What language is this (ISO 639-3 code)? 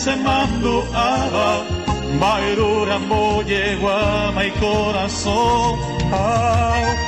grn